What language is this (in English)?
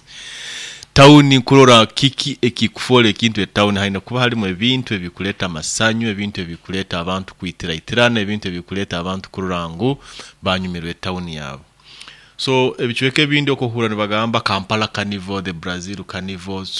Nyoro